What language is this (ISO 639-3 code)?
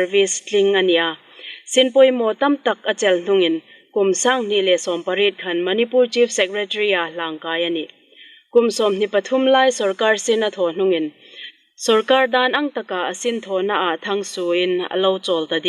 hmr